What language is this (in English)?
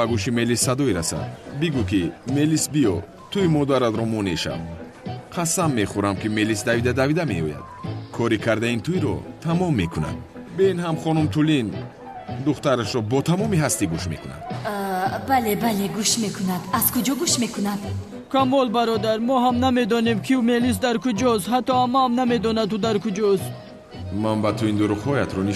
Tajik